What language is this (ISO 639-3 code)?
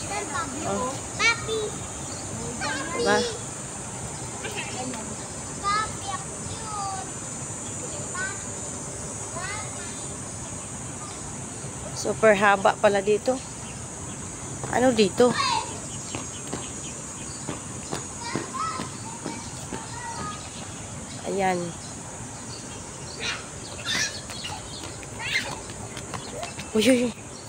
fil